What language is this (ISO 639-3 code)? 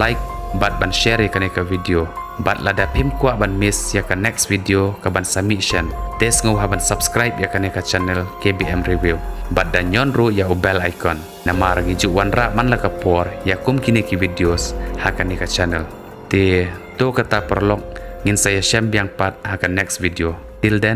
kha